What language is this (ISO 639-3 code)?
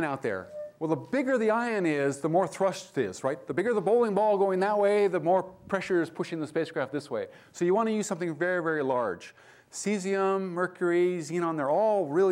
eng